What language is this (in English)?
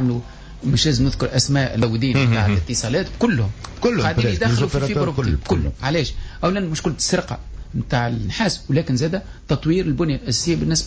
Tunisian Arabic